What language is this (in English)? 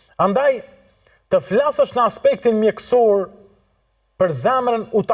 Albanian